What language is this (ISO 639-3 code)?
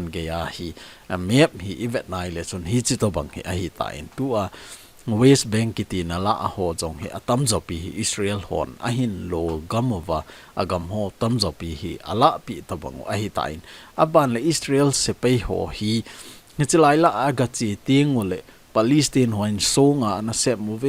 tcz